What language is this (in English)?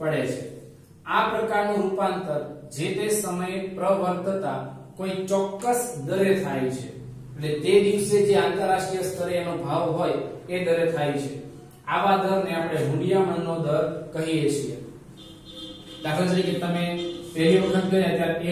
Gujarati